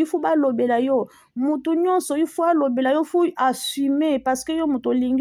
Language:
Lingala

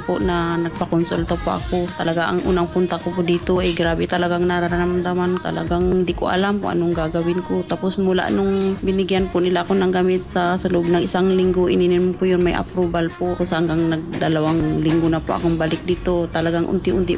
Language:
Filipino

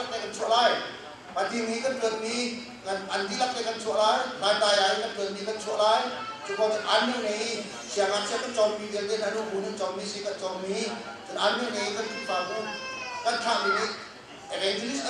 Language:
Hakha Chin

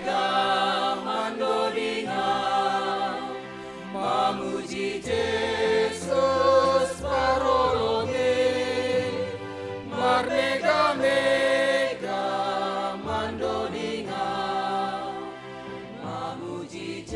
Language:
Batak Simalungun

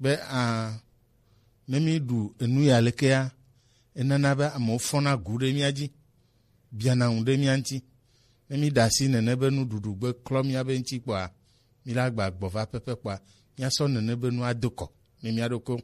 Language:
Gen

